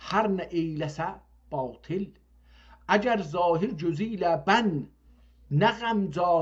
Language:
South Azerbaijani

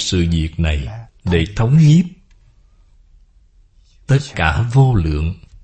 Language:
Vietnamese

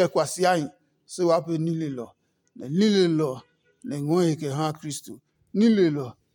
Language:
Adangme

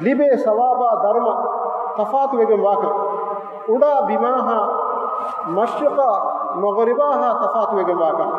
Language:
Divehi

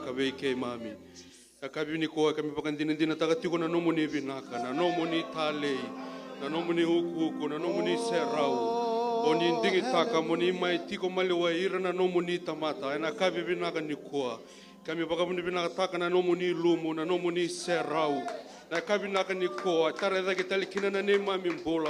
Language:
Fijian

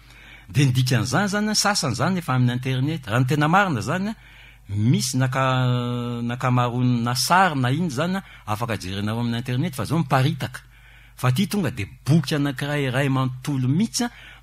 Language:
Malagasy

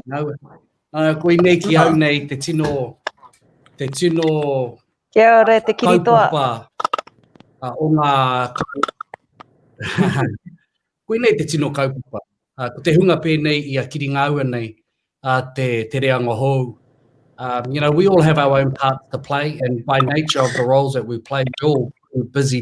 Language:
Māori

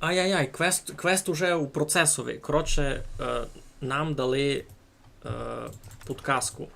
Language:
Rusyn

